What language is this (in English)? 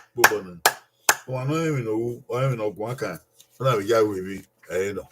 Bini